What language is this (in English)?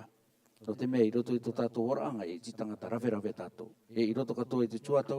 Rarotongan